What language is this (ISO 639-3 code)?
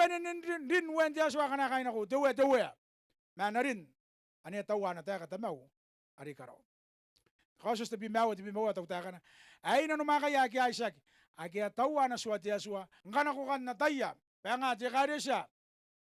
gil